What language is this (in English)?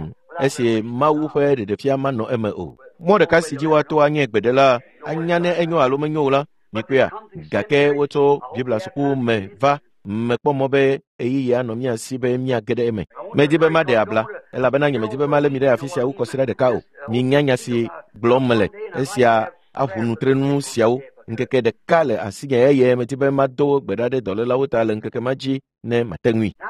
Ewe